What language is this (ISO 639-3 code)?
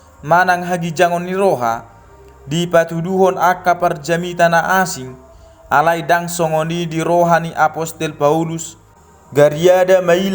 bbc